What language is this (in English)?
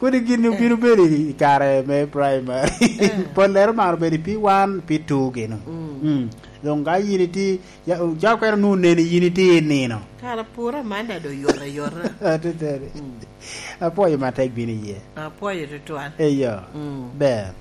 Lango (Uganda)